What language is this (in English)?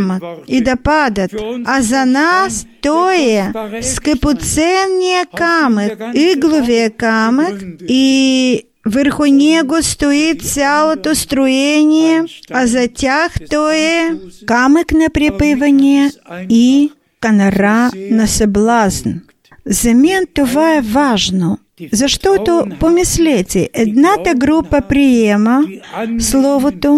Bulgarian